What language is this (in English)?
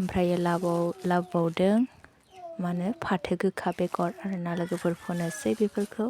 Bodo